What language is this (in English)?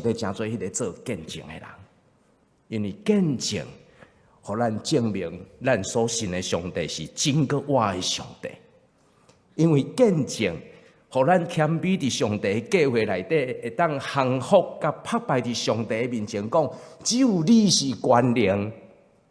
Min Nan Chinese